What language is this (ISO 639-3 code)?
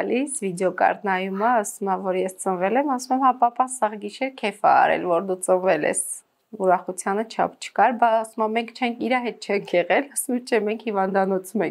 hye